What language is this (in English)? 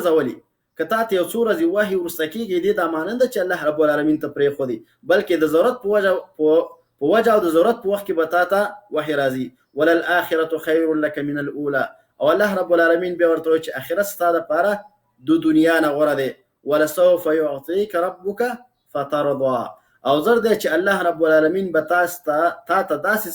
Pashto